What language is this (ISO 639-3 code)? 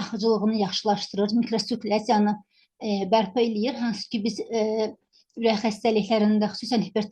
aze